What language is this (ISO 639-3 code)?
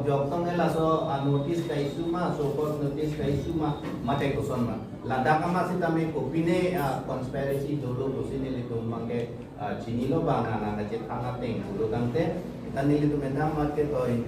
mjw